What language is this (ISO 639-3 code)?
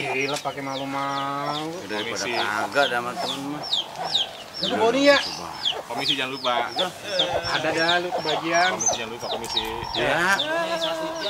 bew